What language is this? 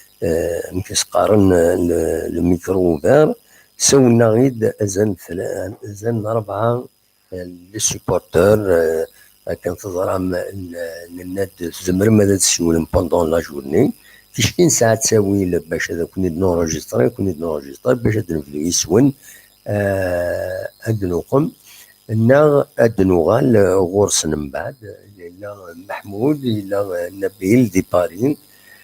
Kabyle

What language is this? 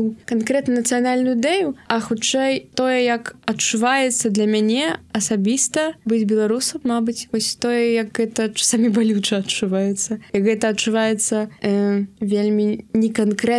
Belarusian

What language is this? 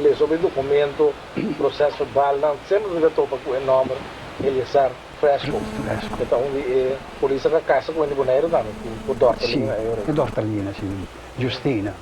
Papiamento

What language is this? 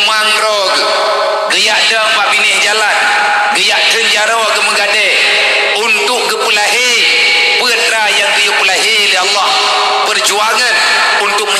Achinese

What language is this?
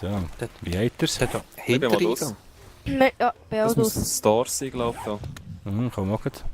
Swiss German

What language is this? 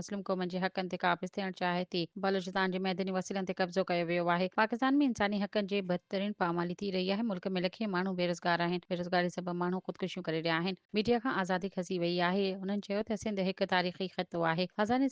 Sindhi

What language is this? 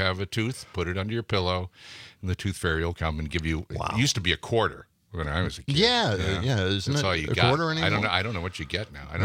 English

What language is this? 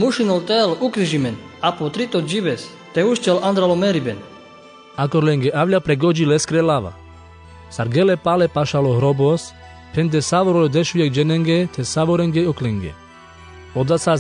Carpathian Romani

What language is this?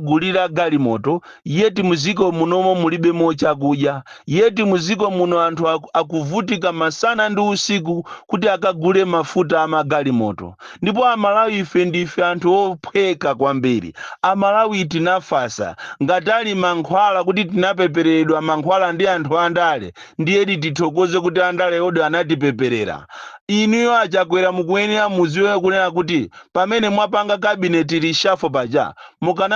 Nyanja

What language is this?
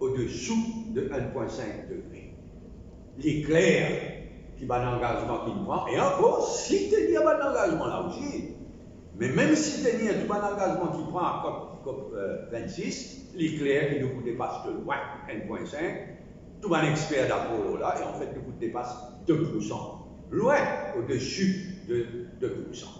Morisyen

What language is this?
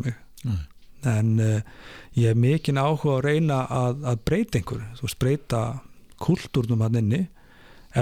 Icelandic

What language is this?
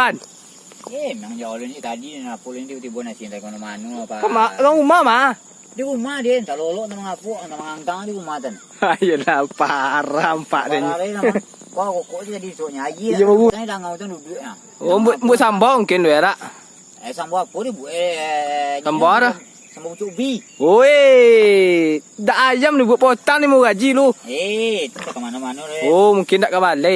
Minangkabau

